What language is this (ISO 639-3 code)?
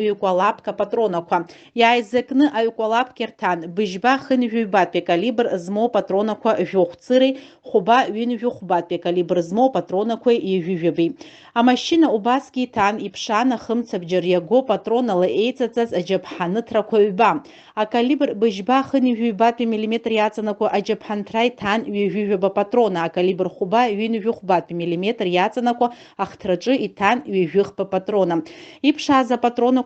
abk